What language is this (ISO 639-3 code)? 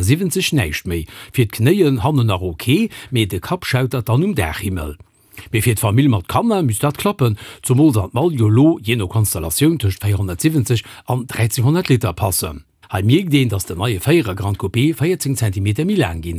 ltz